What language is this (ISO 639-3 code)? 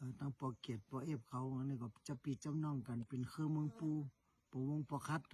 shn